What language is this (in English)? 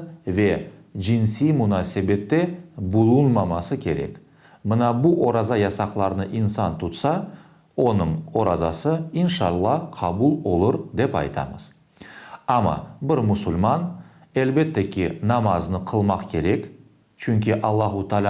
Crimean Tatar